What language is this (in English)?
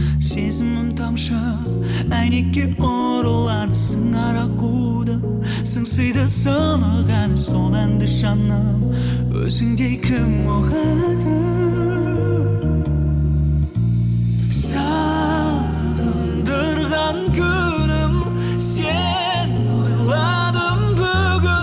Kazakh